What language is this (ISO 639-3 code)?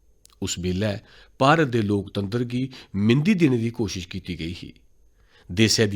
doi